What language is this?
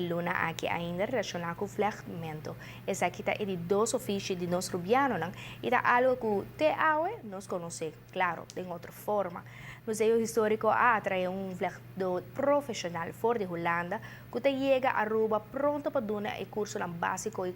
Papiamento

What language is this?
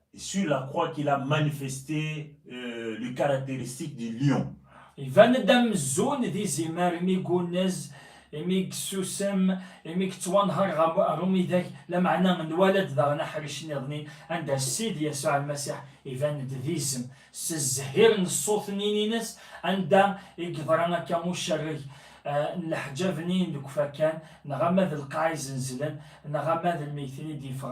Kabyle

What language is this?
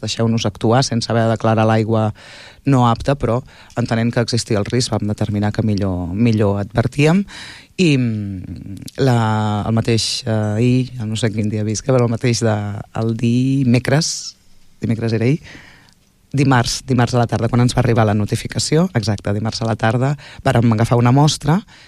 Catalan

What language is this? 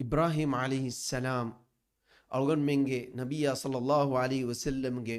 Divehi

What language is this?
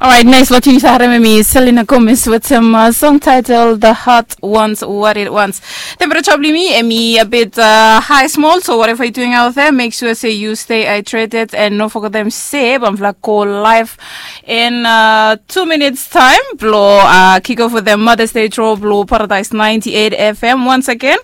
Bislama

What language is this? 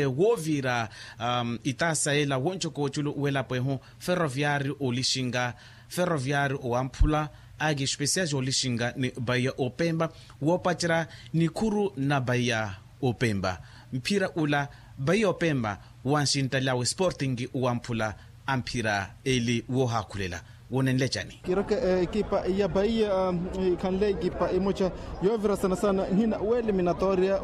Makhuwa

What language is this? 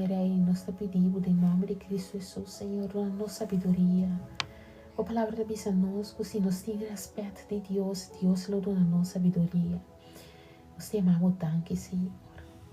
Papiamento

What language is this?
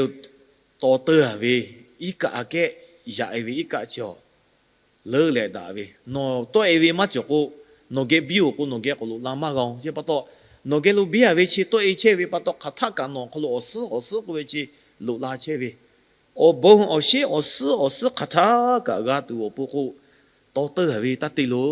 Lahu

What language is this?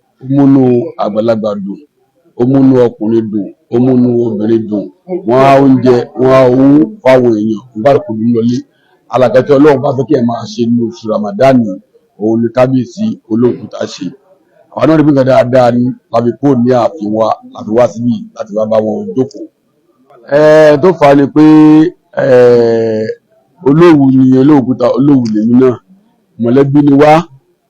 Yoruba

